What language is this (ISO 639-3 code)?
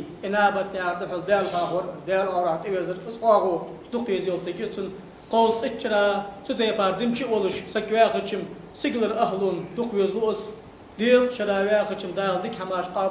inh